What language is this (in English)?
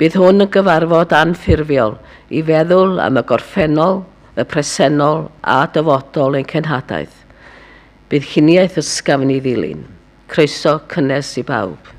Welsh